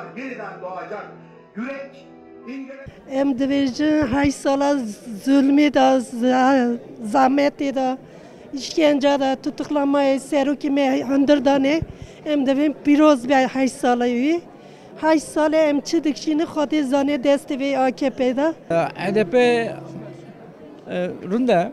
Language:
Kurdish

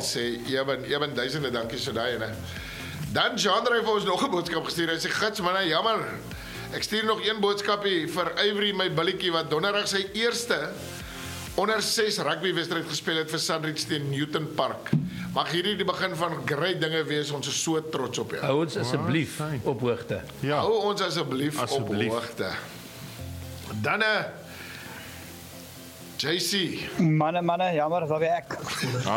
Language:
Afrikaans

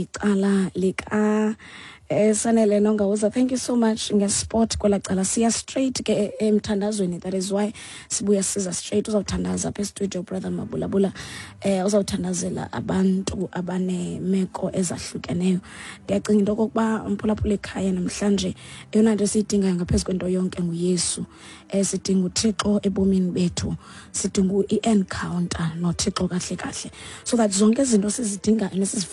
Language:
Xhosa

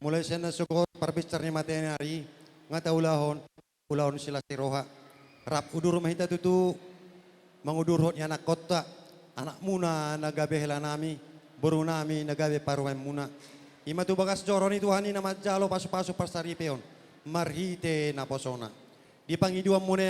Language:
Batak Toba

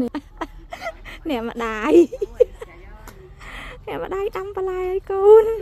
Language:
Khmer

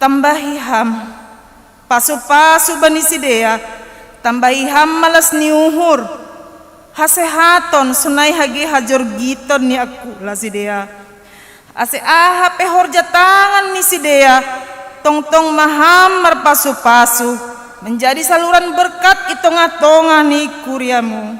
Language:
Batak Simalungun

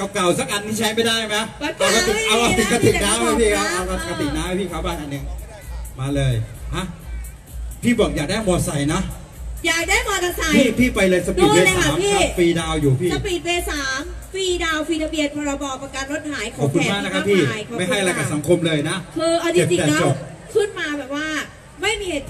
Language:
Thai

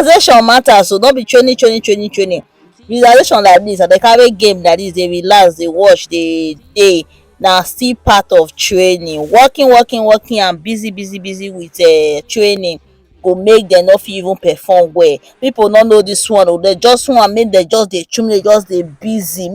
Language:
Nigerian Pidgin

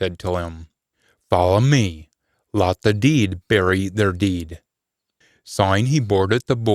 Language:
Scots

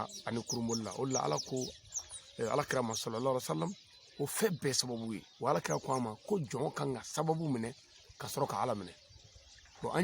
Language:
Bambara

